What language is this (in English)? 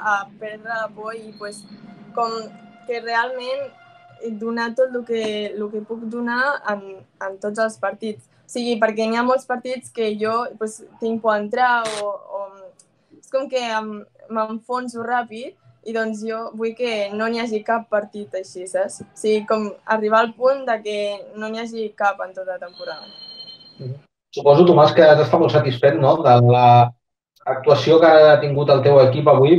Catalan